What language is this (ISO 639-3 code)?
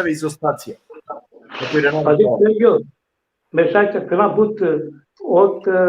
rmn